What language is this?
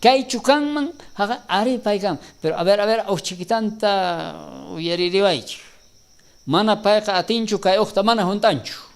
South Bolivian Quechua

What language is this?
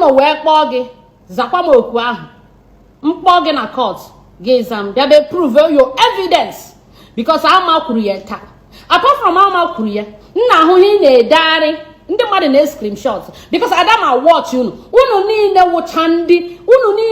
Igbo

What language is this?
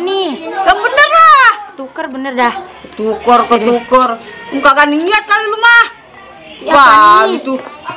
Betawi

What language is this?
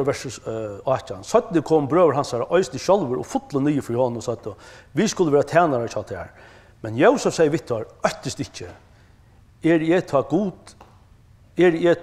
Faroese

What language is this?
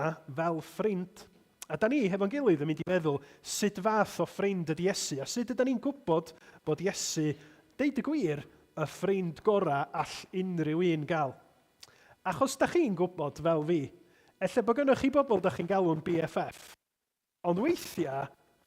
Welsh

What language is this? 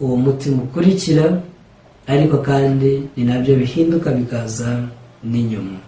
Kinyarwanda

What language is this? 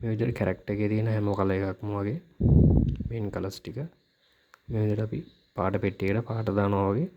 Sinhala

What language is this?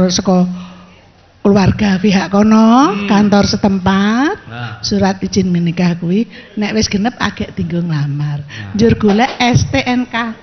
Javanese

